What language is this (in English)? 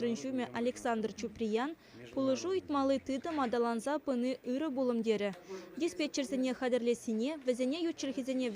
Chuvash